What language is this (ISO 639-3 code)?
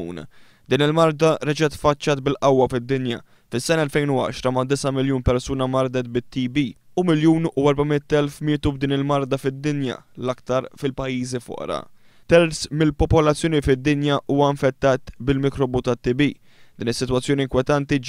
mlt